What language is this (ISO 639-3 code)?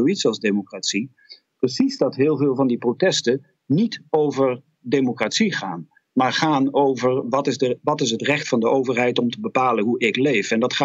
nld